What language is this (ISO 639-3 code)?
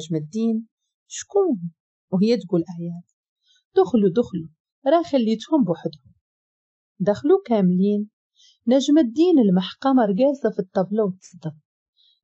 ary